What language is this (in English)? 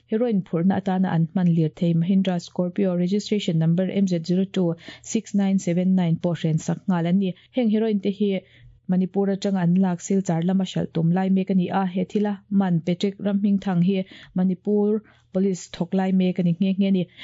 Mizo